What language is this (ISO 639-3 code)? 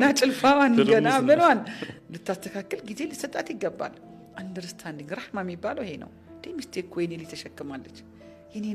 amh